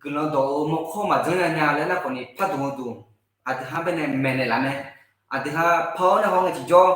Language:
Akha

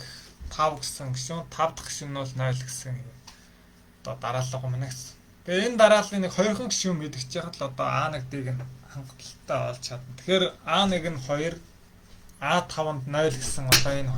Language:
Mongolian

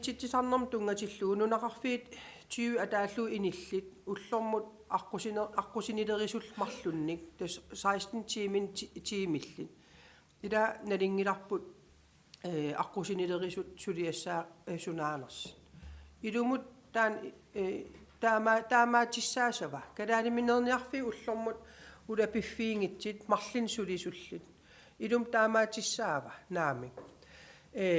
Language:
Kalaallisut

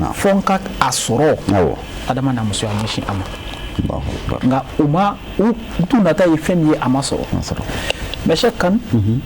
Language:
Bambara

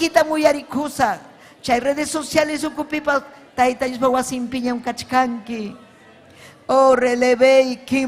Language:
Ayacucho Quechua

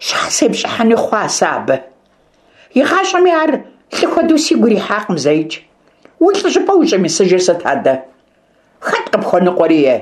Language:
Kabardian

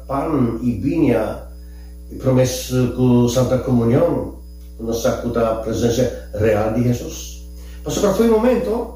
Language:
Papiamento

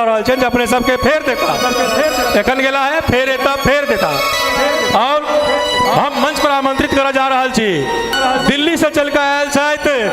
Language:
Maithili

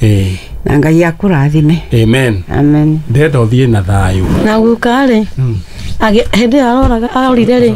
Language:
Kikuyu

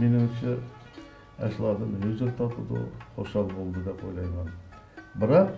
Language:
Uyghur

